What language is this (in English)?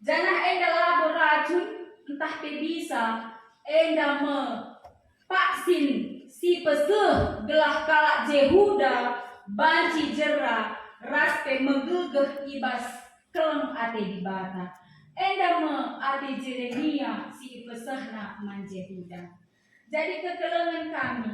Batak Karo